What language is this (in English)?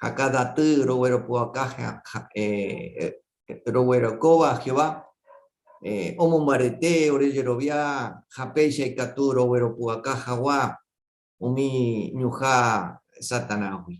Guarani